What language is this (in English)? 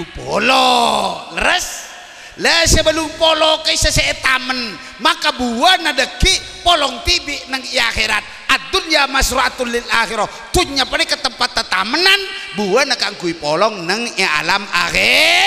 Madurese